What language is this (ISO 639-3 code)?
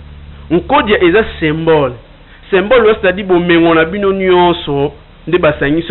lin